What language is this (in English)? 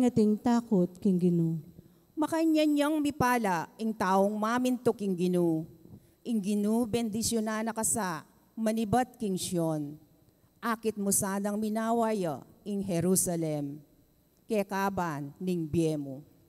Pampanga